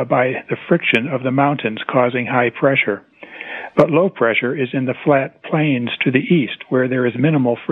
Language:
English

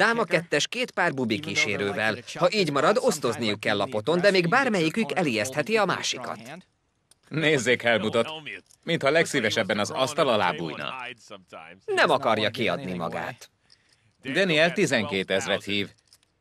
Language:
Hungarian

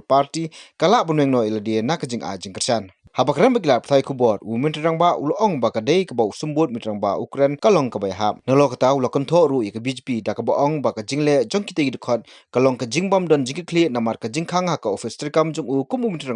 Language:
Khasi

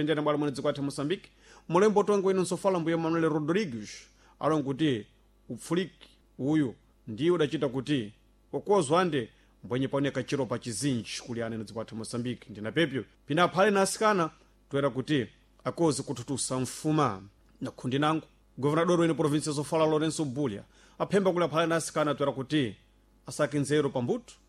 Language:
Sena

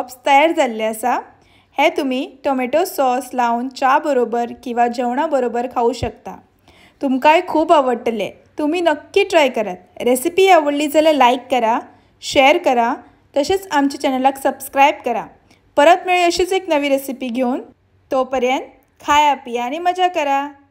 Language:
Konkani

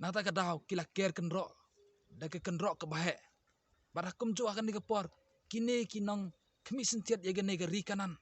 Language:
Khasi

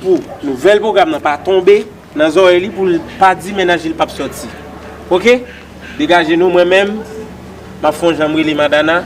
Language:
Haitian Creole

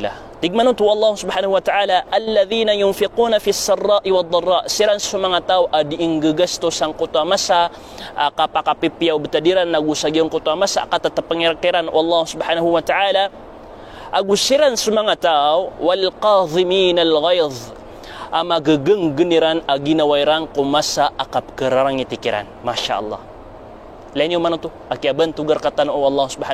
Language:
Maranao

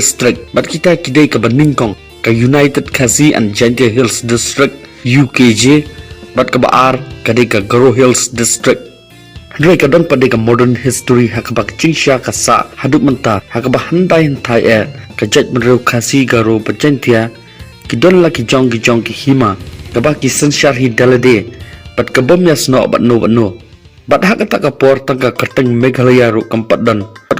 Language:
Khasi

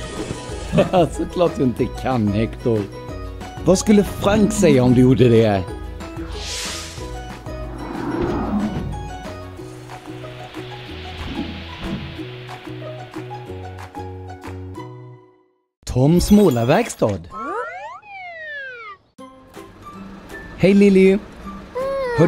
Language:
Swedish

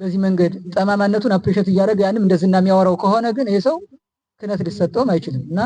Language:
Amharic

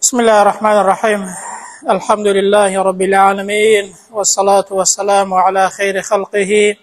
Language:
Central Kurdish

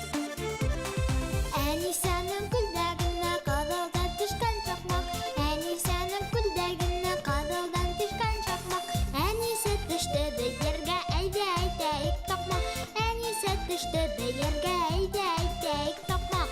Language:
Bashkir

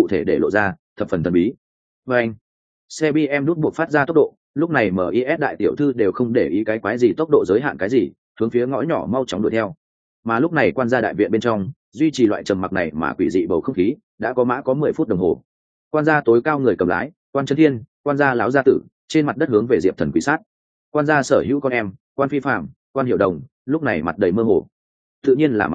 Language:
Vietnamese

